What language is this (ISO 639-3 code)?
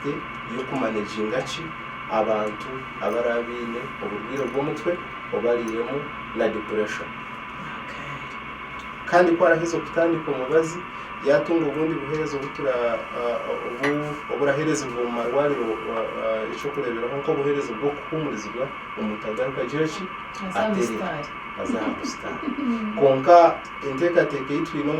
nyn